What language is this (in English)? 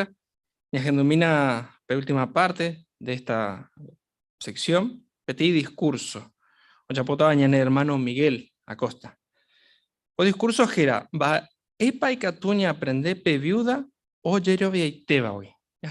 Guarani